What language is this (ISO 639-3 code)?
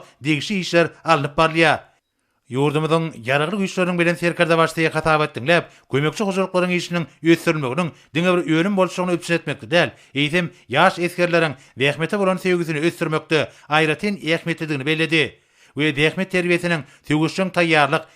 tuk